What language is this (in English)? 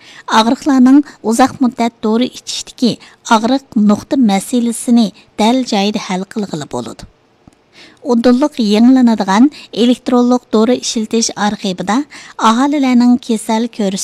Uyghur